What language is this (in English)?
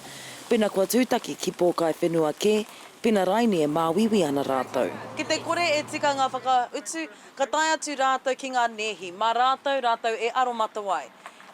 Māori